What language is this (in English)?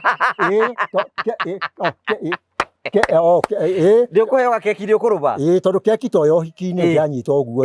Kikuyu